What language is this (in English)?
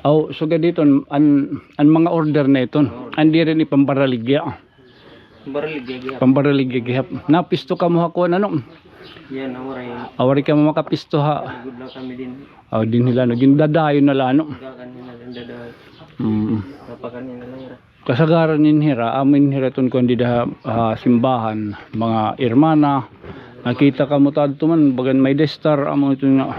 Waray